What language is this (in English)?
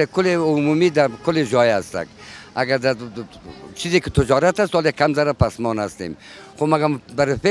Persian